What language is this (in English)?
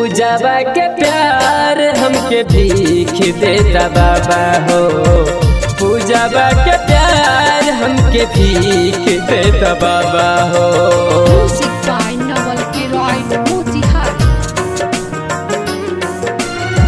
Bhojpuri